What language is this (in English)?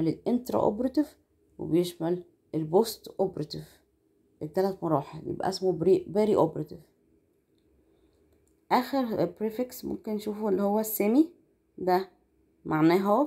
Egyptian Arabic